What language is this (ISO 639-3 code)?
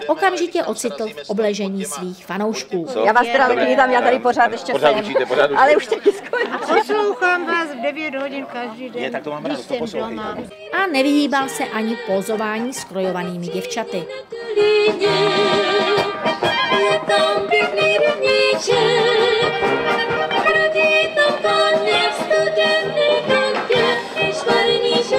ces